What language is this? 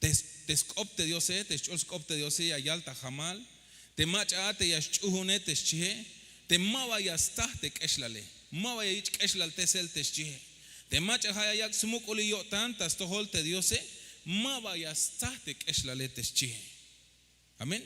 Tzeltal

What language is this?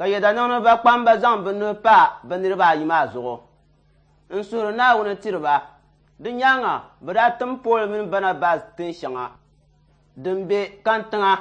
Dagbani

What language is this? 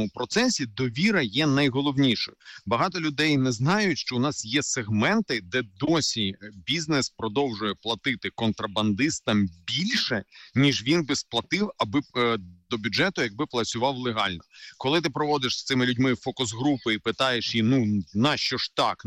Ukrainian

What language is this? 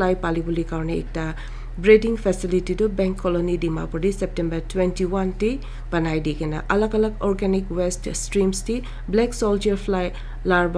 Naga Pidgin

